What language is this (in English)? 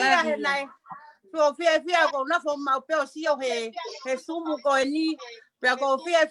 Tongan